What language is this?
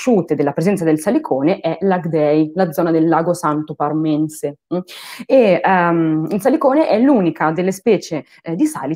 Italian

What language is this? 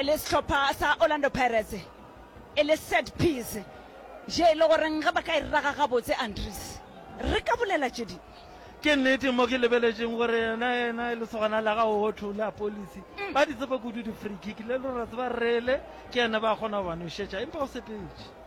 Northern Sotho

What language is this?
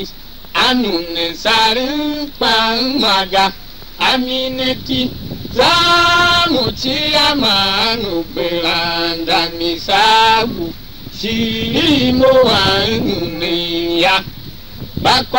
Tiv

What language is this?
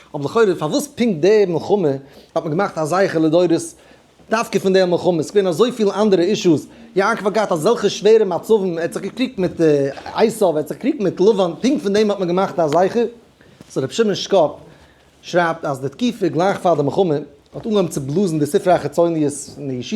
Yiddish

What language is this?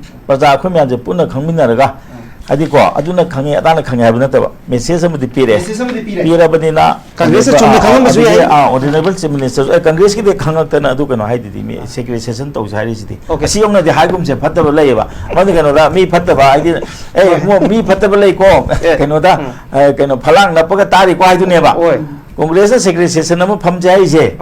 Manipuri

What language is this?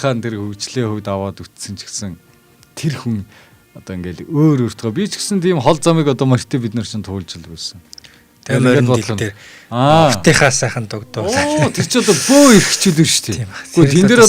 Mongolian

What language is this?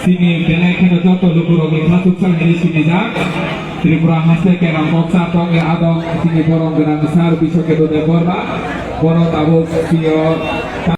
Kok Borok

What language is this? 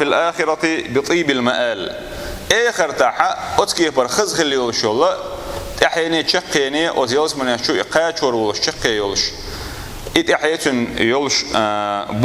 Chechen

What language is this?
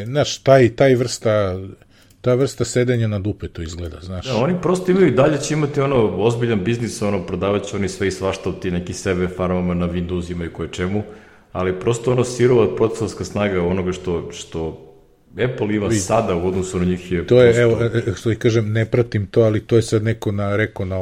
Serbian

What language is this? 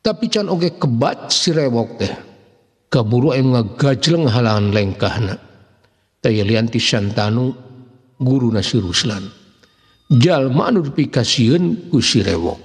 Sundanese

